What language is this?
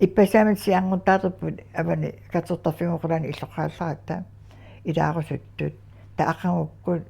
Kalaallisut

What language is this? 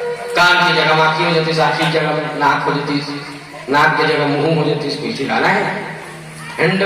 Chhattisgarhi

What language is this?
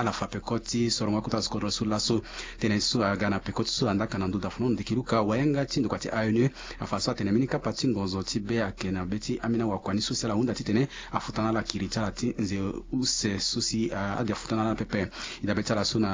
Sango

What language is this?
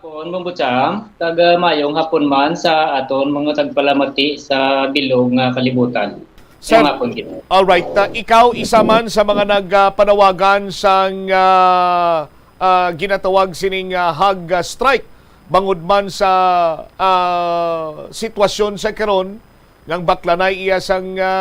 Hiligaynon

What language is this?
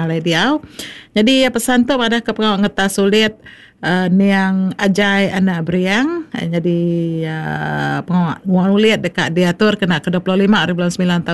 Iban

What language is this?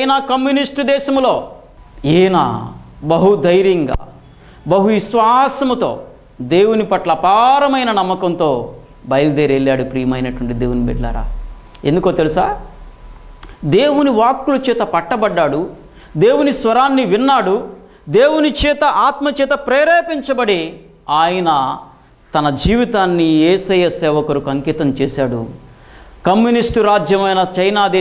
Telugu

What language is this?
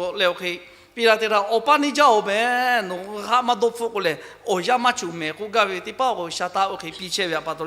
Lahu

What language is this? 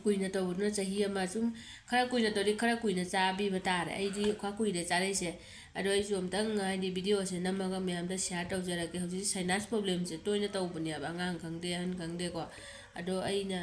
Manipuri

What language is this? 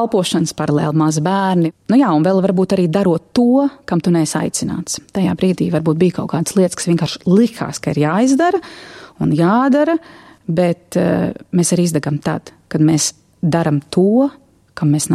Latvian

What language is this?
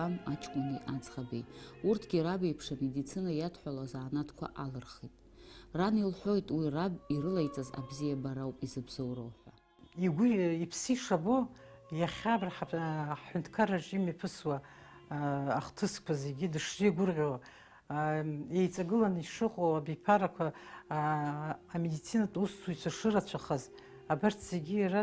Abkhazian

